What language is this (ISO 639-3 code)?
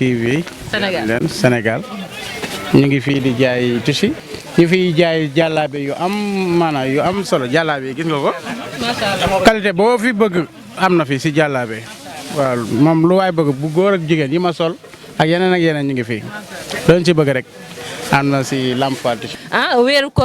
wol